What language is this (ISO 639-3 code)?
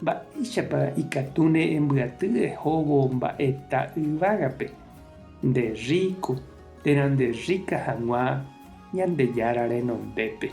grn